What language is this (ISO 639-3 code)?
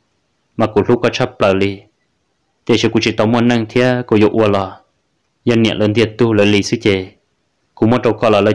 hmn